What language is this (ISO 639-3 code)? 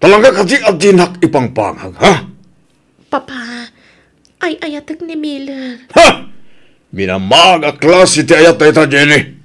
ilo